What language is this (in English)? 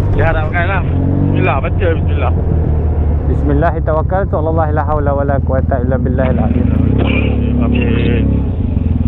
Malay